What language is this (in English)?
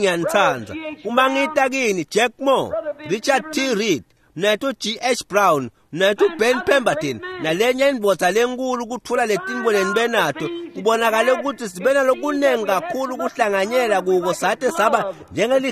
Swati